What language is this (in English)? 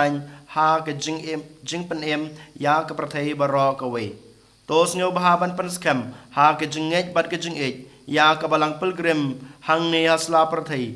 Khasi